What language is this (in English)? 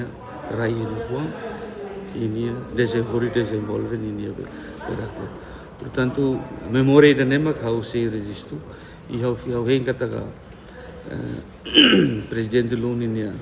Tetum